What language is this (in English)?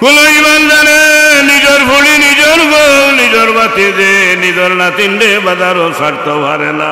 Sylheti